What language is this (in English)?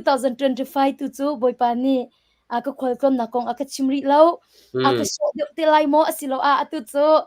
Hakha Chin